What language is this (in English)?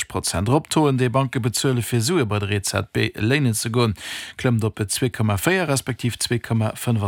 Luxembourgish